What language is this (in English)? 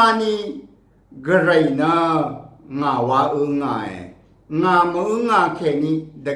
Rawang